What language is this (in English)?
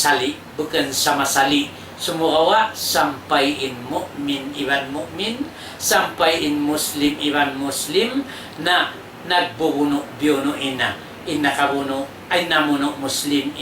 Tausug